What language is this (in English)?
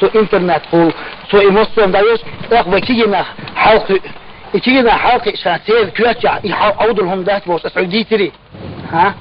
Chechen